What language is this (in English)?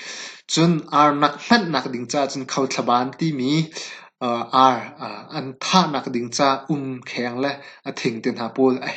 Hakha Chin